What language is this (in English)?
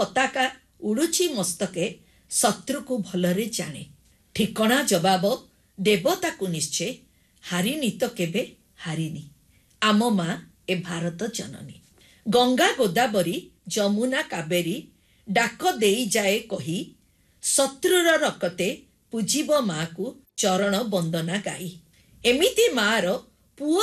Odia